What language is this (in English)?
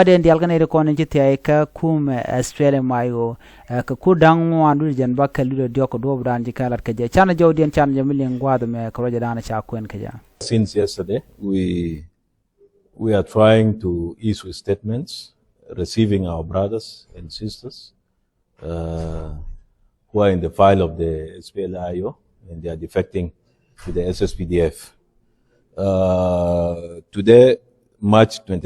Nuer